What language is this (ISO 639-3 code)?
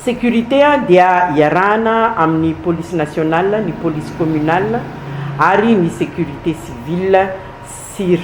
mlg